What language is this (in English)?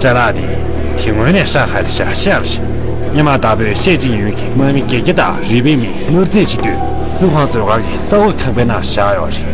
Tibetan